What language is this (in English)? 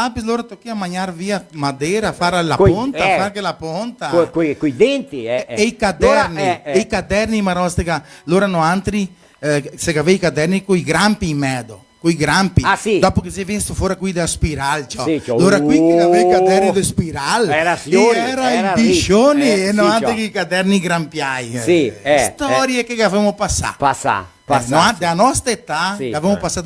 Venetian